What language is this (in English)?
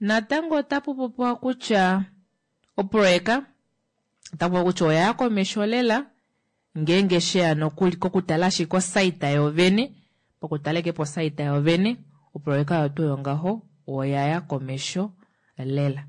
Kuanyama